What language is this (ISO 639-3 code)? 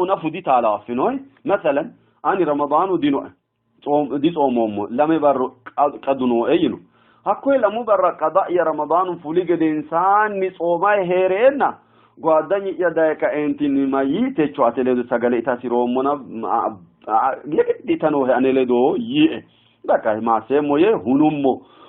sid